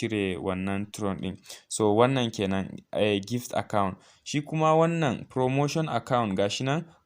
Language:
Hausa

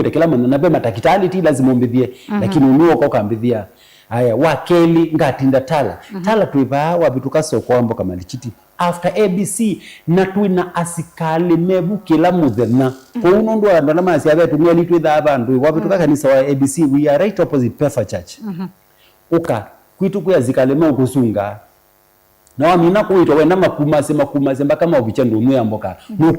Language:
Kamba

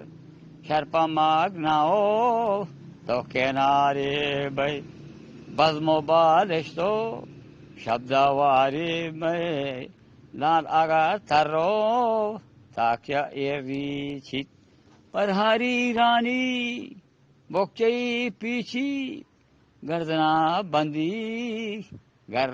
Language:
Eastern Balochi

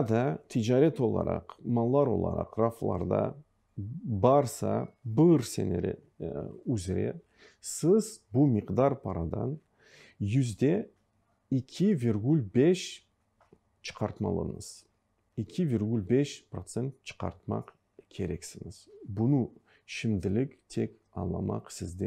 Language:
Crimean Tatar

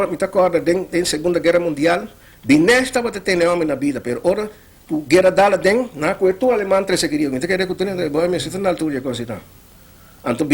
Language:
Papiamento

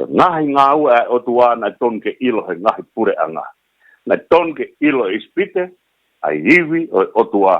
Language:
Tongan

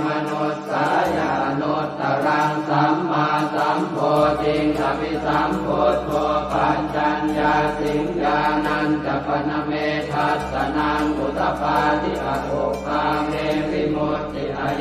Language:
Pali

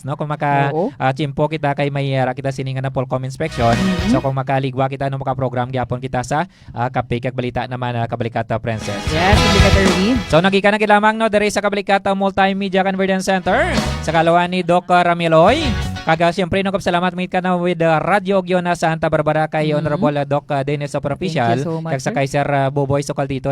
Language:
Hiligaynon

